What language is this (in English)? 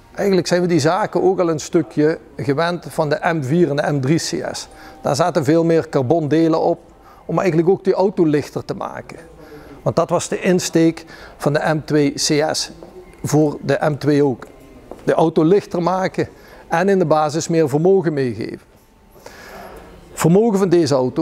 Dutch